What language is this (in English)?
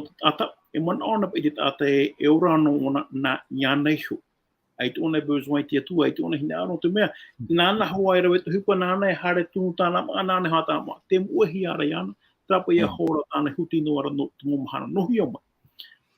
Tahitian